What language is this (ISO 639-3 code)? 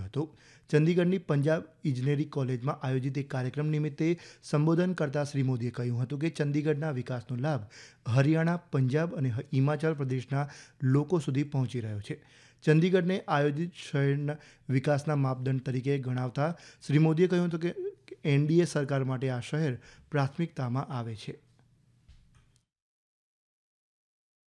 guj